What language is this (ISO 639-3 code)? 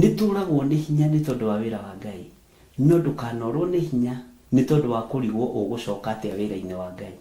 kik